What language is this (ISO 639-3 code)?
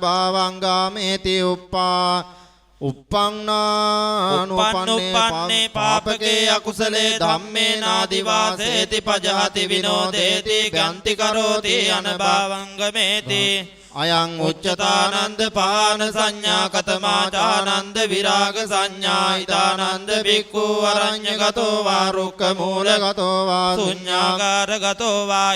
pli